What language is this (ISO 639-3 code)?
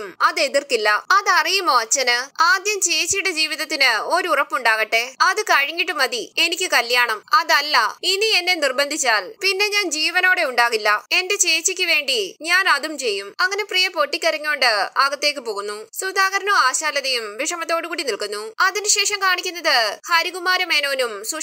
mal